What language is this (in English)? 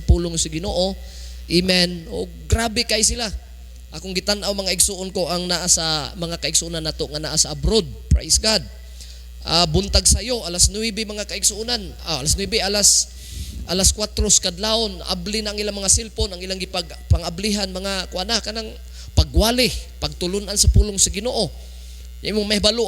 Cebuano